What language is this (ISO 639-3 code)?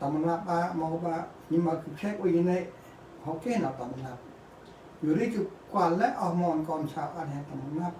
cmo